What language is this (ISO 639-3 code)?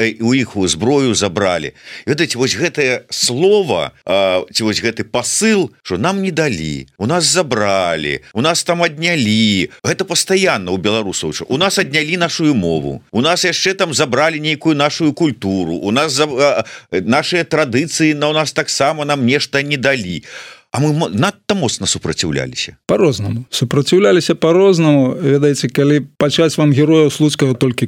bel